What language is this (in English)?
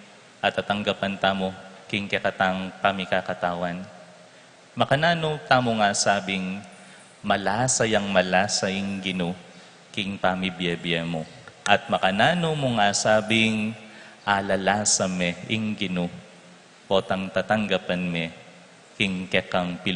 Pampanga